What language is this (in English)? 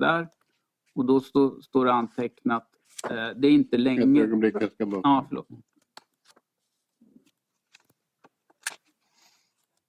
Swedish